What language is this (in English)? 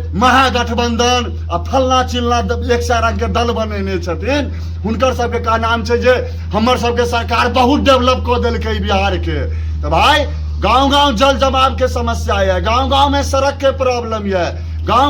Maithili